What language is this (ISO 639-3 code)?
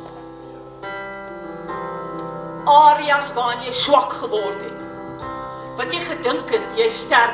afr